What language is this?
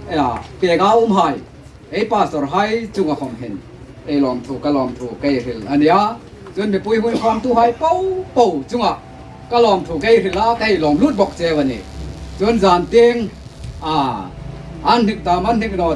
Hmar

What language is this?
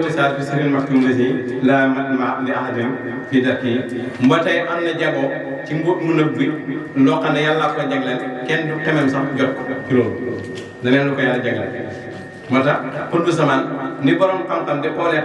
Wolof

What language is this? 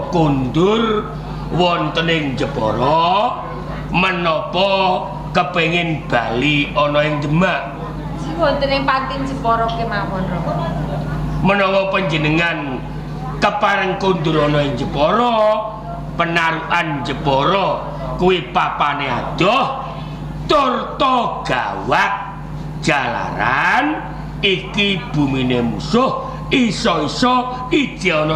Javanese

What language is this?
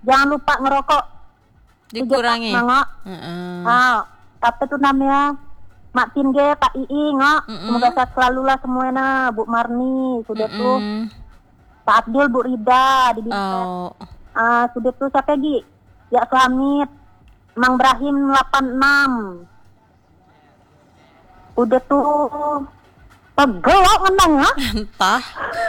Indonesian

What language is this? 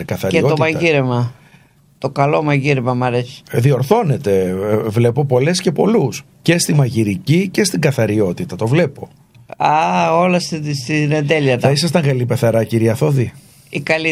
Greek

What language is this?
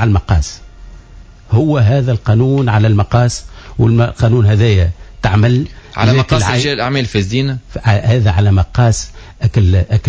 Tunisian Arabic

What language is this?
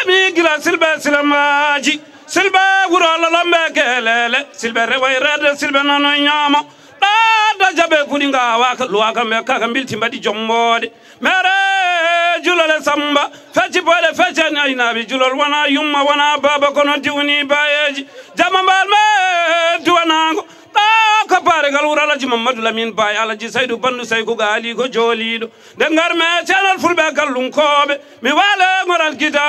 Fula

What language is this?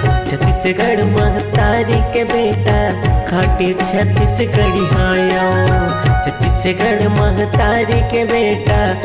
Chhattisgarhi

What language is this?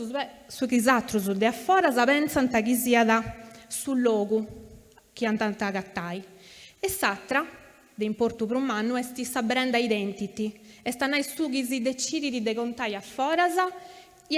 Sardinian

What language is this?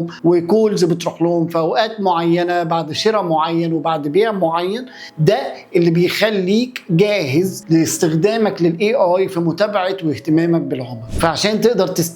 Egyptian Arabic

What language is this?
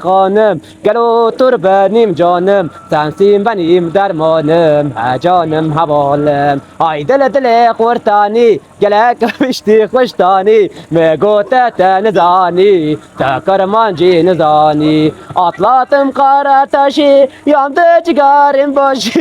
Kurdish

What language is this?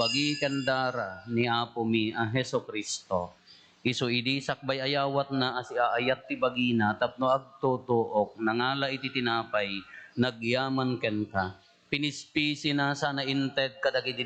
Iloko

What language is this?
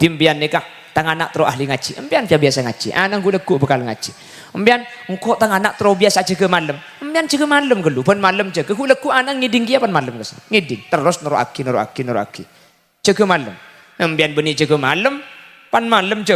Madurese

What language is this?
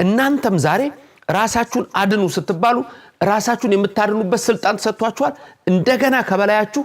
Amharic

